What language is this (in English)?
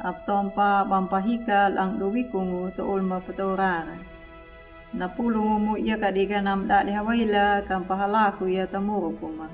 Anakalangu